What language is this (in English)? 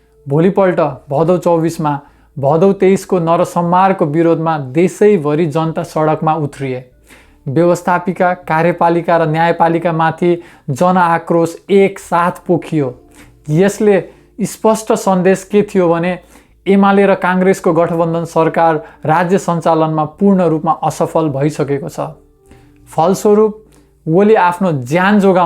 Nepali